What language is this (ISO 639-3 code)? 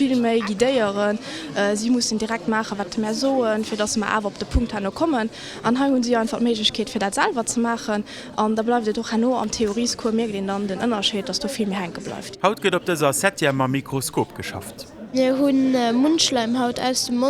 ltz